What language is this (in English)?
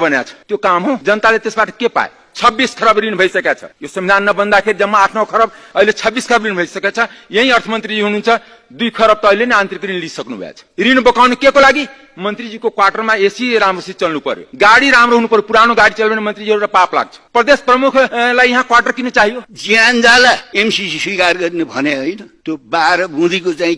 Nepali